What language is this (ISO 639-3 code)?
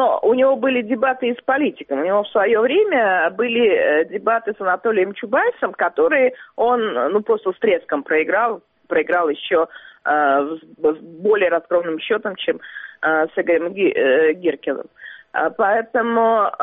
rus